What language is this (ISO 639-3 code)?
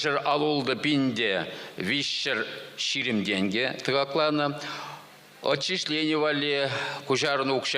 chv